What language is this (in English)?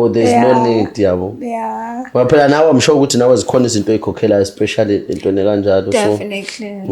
Zulu